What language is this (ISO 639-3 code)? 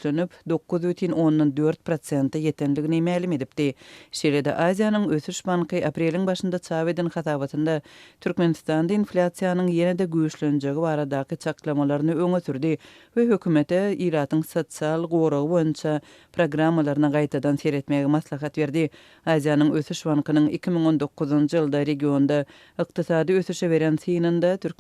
tuk